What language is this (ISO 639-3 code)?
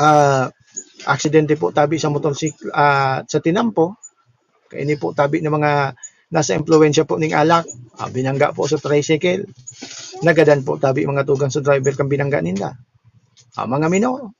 bik